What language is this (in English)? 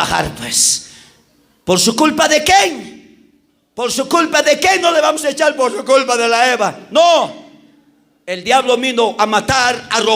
South Bolivian Quechua